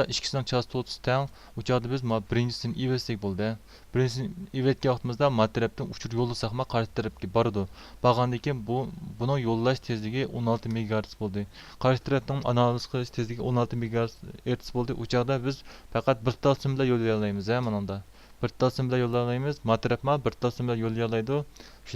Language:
Uyghur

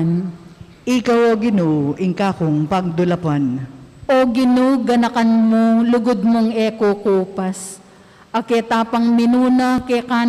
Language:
Pampanga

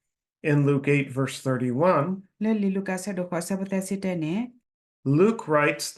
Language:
S'gaw Karen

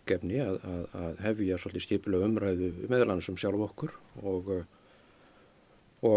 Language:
Icelandic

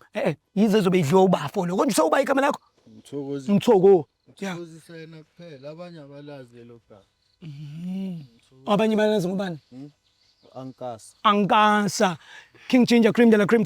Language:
Zulu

